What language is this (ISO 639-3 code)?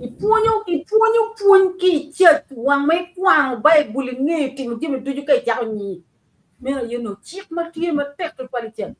ach